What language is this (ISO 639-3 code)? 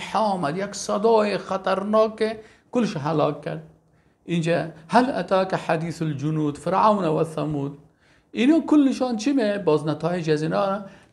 fas